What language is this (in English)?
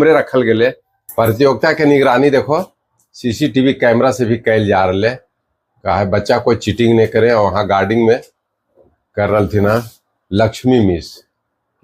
Magahi